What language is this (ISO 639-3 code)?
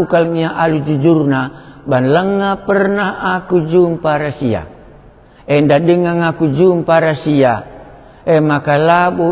btx